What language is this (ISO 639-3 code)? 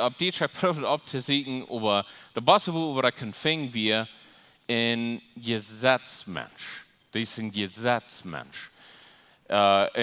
pdt